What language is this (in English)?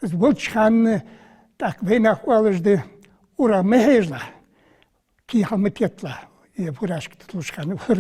Ingush